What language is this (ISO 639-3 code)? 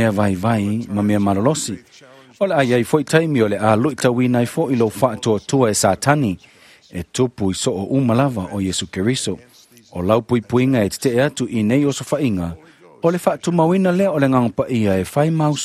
smo